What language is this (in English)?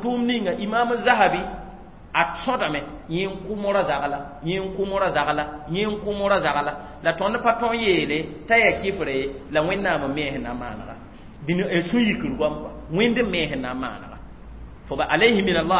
Mossi